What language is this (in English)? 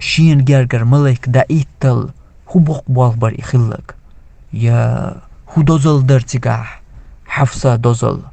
Chechen